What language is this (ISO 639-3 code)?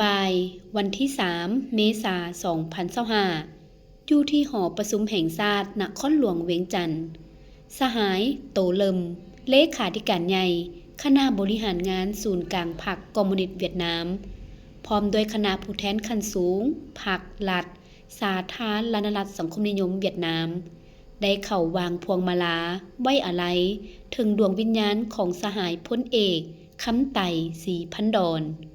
lao